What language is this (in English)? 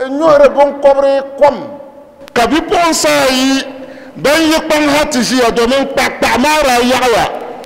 Dagbani